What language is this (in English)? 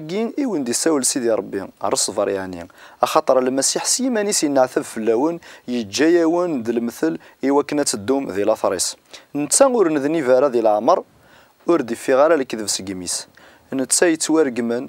Kabyle